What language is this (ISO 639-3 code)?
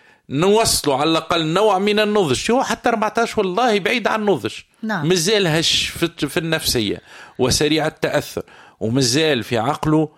aeb